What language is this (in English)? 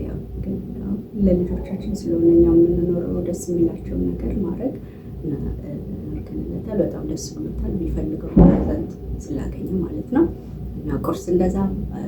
Amharic